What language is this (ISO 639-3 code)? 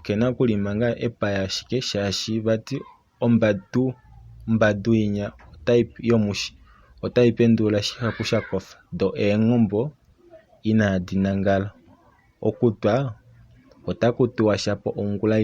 kua